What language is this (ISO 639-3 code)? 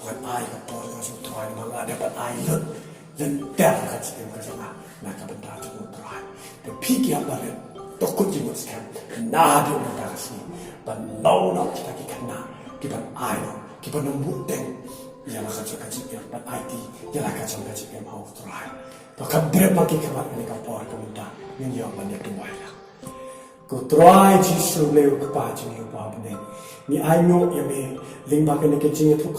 kha